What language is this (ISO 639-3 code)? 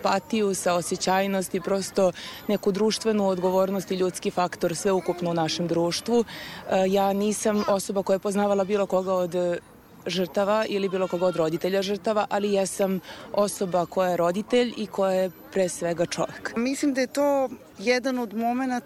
srp